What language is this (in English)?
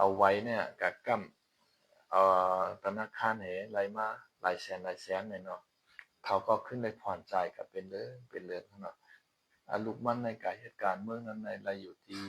Shan